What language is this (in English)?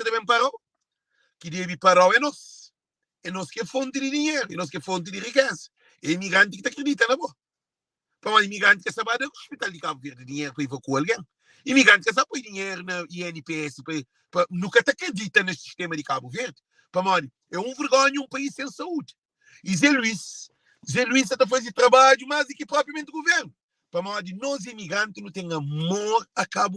Kabuverdianu